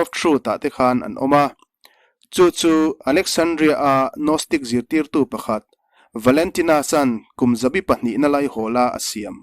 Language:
Mizo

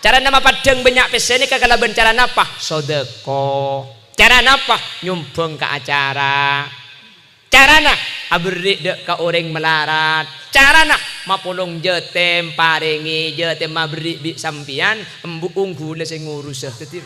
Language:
Madurese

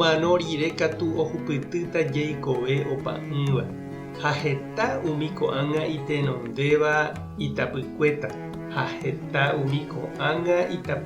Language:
Guarani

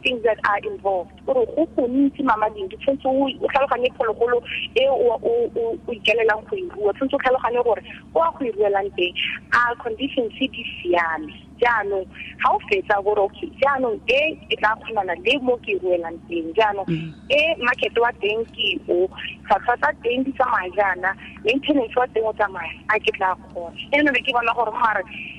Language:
Tswana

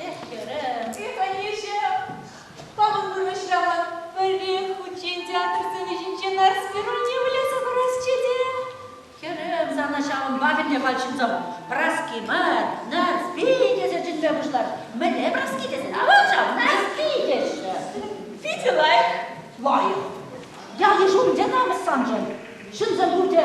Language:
Chuvash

